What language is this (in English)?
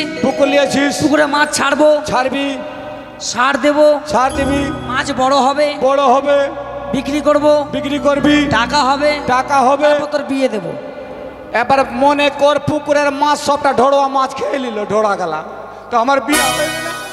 Bangla